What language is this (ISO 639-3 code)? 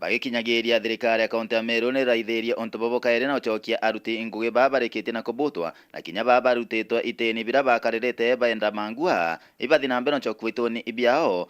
mer